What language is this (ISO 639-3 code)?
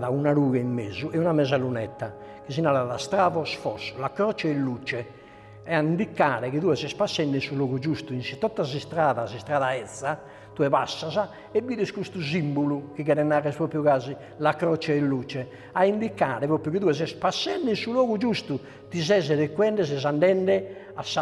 srd